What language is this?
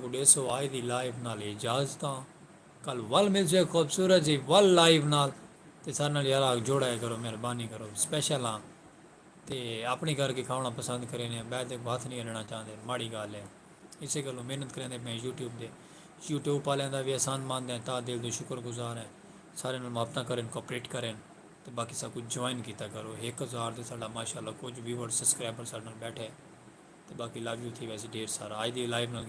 Saraiki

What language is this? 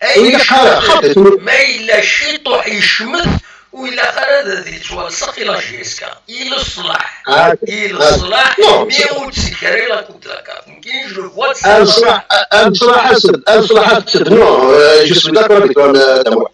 Kabyle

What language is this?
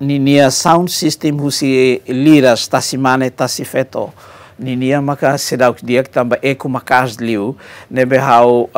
Tetum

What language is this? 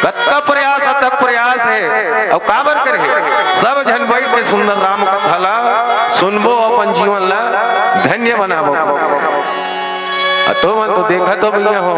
Chhattisgarhi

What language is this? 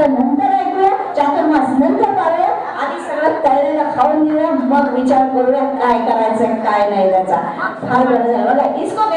Marathi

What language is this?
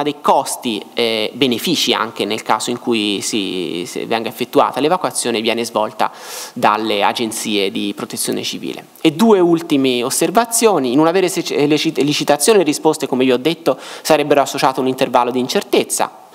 Italian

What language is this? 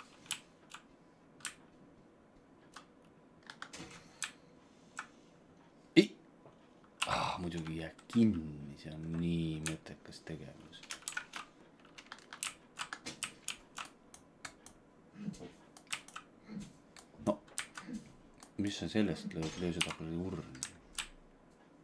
Estonian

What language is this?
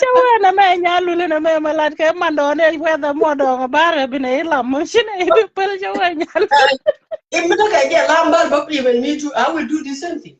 Nuer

